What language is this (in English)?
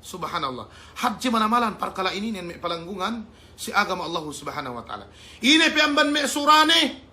Yakan